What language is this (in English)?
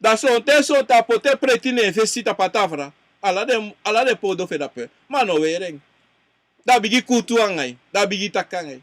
Sranan Tongo